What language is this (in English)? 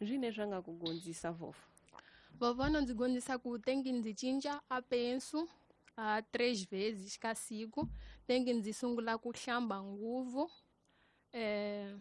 Tsonga